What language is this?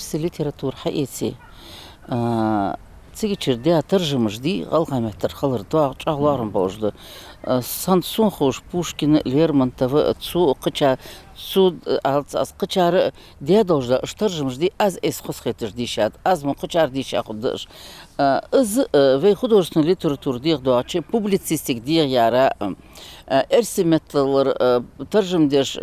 Ingush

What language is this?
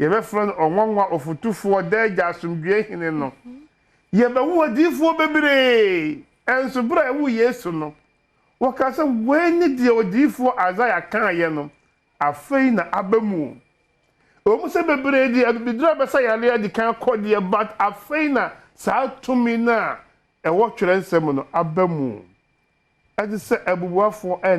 Akan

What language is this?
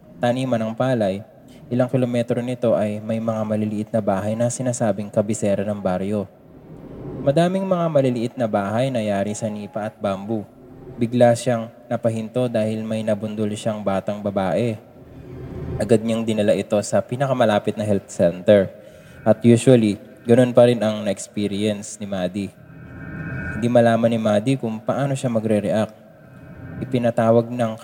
Filipino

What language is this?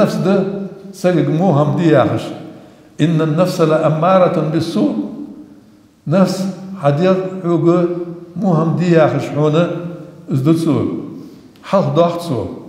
Ingush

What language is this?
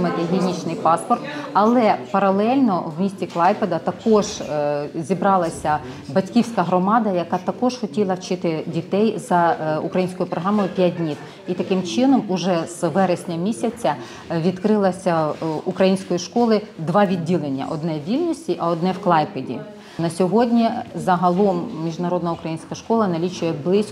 Ukrainian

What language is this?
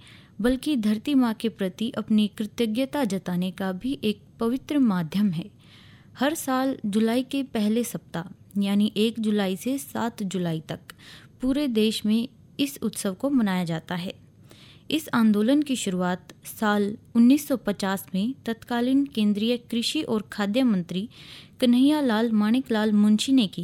Hindi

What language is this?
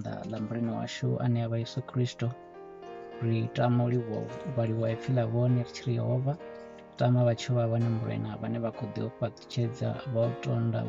Venda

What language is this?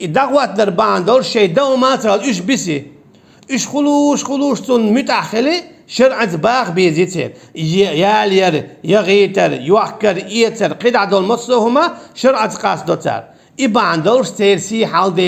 Chechen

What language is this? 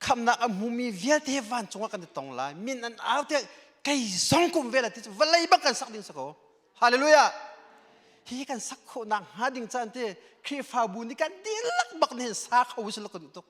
Hakha Chin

